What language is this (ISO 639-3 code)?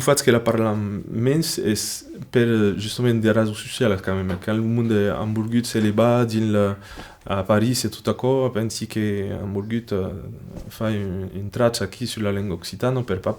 oci